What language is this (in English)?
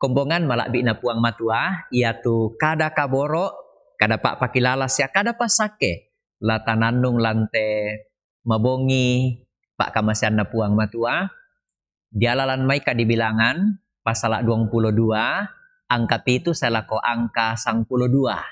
Toraja-Sa'dan